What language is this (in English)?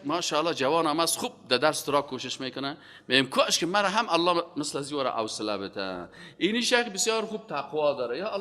Persian